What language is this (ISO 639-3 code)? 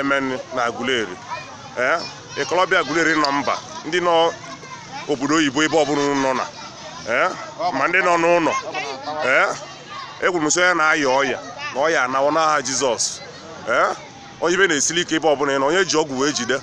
ibo